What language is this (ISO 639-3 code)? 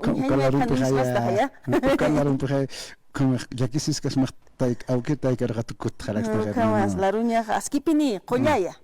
aym